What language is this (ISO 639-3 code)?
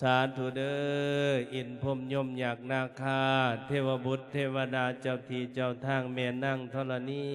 lao